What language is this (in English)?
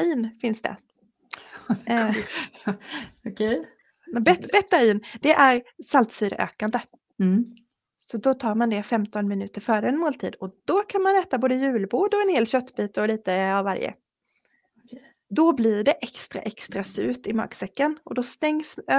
Swedish